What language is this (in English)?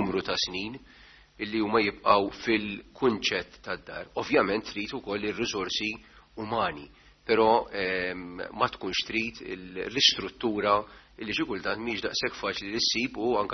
Maltese